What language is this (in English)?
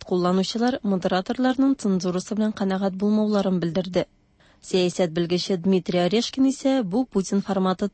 Tatar